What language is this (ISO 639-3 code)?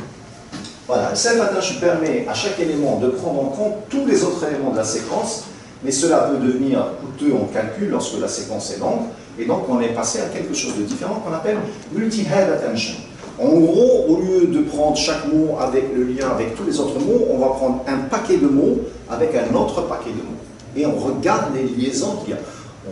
fra